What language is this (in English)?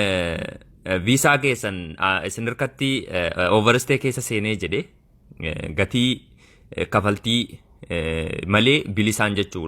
Oromo